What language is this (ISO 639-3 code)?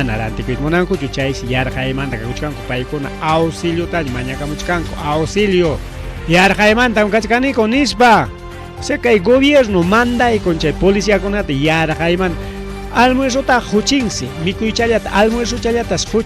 quy